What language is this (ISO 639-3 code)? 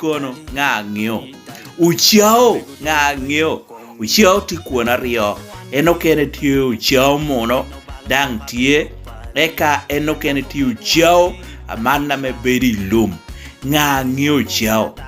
laj